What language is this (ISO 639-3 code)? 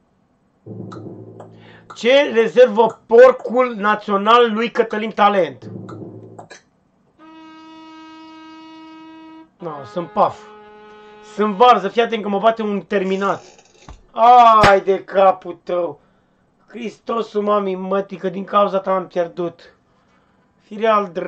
ron